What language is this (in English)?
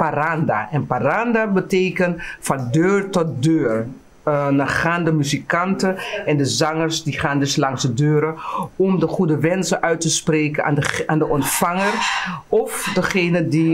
Dutch